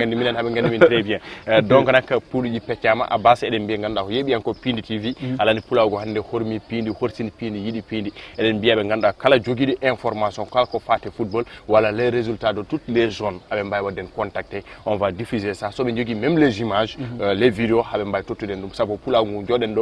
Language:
Fula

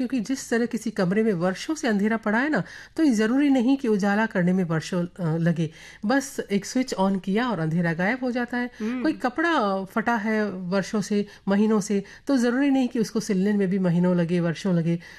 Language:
Hindi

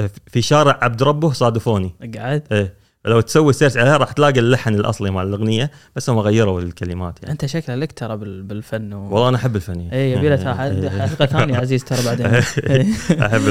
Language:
Gulf Arabic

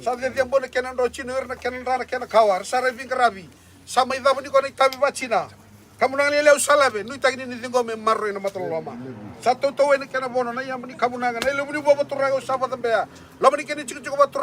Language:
Fijian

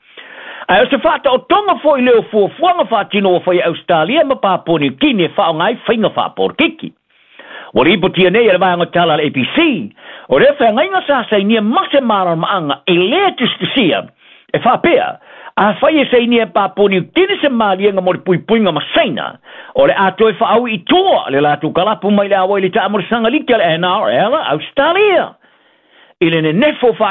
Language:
Samoan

